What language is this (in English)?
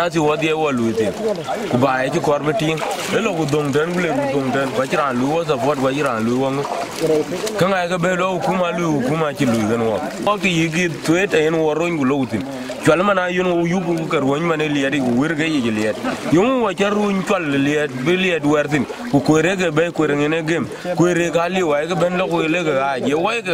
Dinka